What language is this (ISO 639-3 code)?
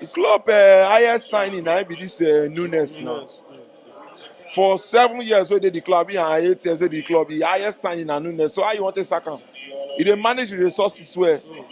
pcm